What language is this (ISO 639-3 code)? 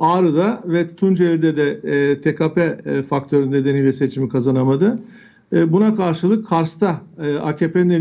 tur